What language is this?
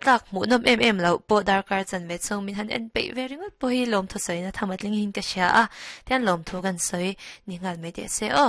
Mizo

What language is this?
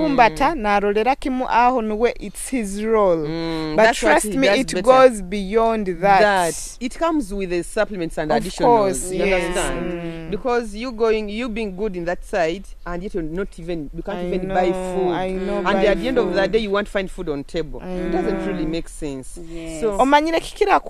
Nyoro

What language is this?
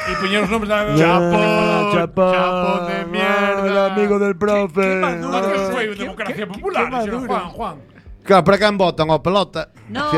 Galician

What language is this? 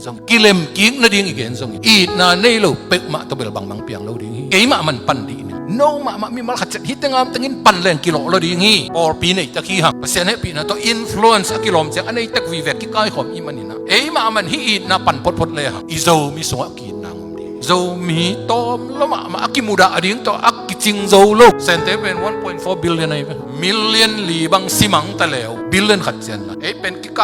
Tedim Chin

